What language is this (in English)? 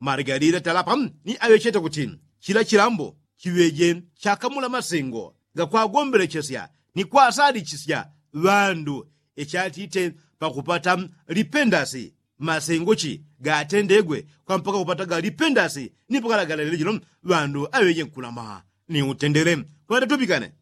Yao